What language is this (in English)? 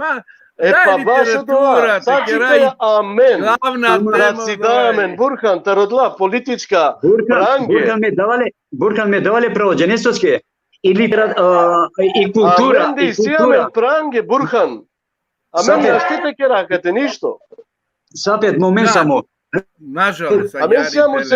Balkan Romani